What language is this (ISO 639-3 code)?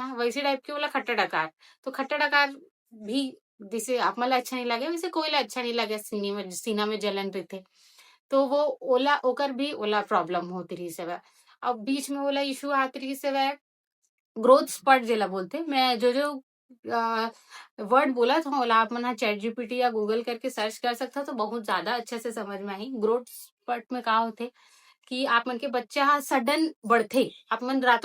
hne